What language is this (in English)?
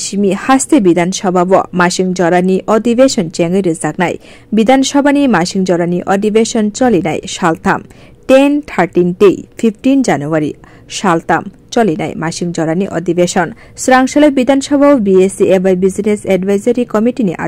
Kok Borok